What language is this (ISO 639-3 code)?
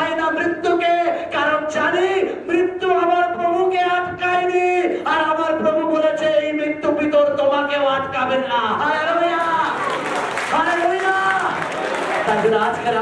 ben